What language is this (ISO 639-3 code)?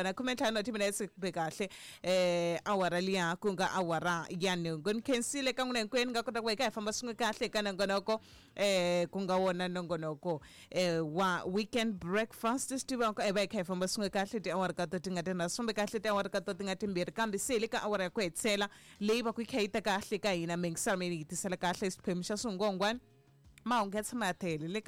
tso